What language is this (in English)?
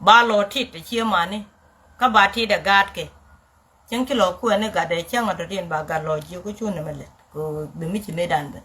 Nuer